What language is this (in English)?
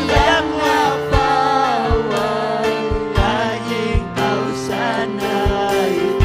Ayacucho Quechua